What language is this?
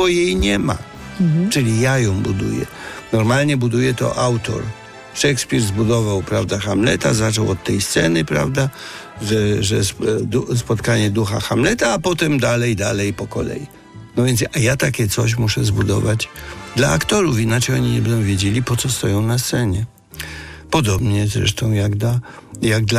Polish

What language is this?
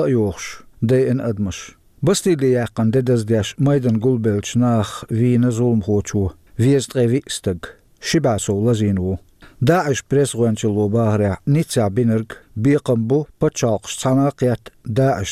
Chechen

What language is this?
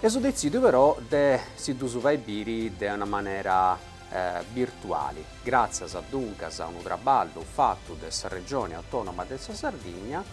Sardinian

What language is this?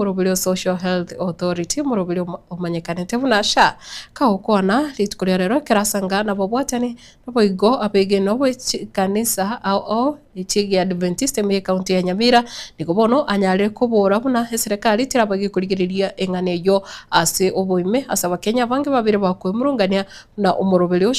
Gusii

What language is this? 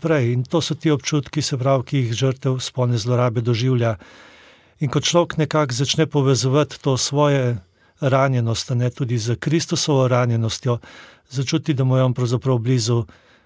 Slovenian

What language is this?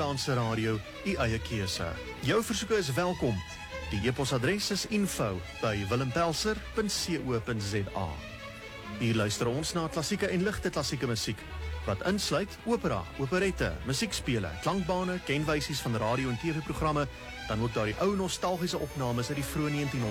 Afrikaans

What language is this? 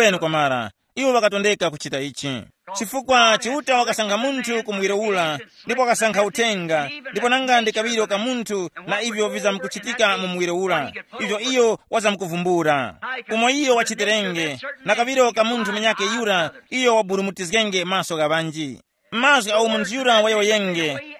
Tumbuka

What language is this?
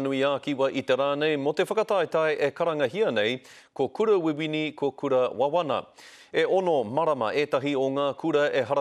Māori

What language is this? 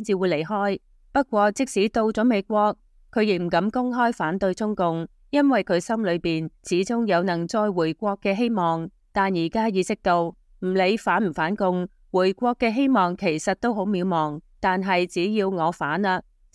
Cantonese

